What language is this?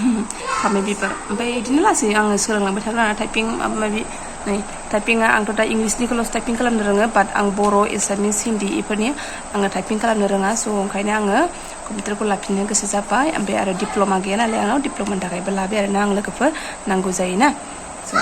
Bodo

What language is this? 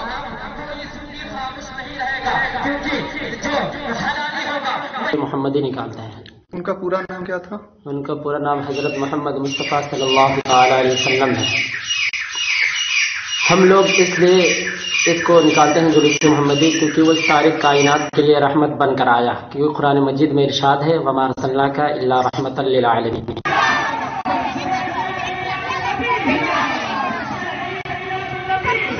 Hindi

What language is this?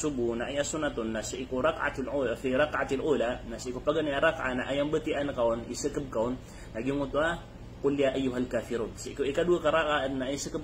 Maranao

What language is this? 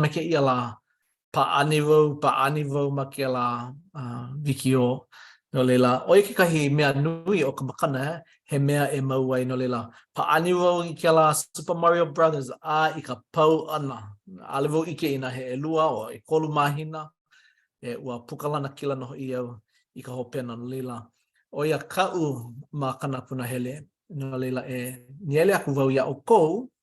Hawaiian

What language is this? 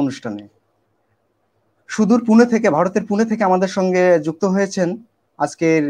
Bangla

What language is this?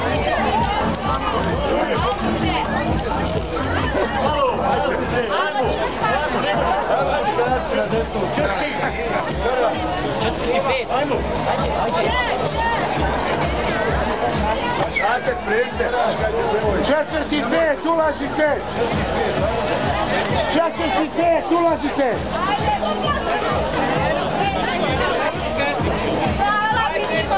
Croatian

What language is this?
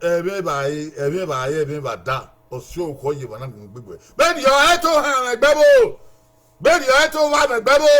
Bini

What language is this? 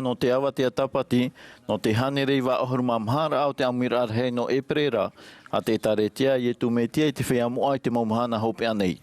Tahitian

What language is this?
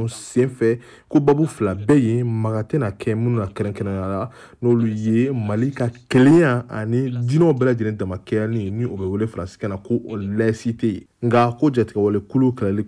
Bambara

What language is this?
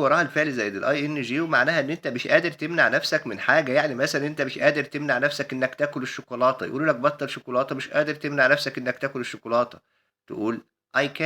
Egyptian Arabic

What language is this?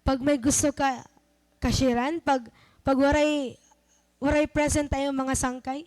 Waray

